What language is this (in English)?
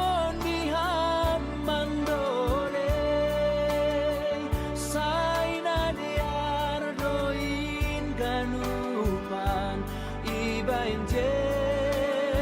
Batak Simalungun